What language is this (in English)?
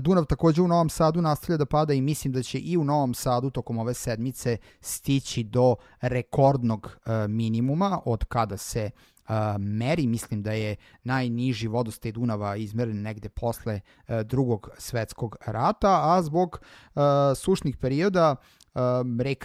Serbian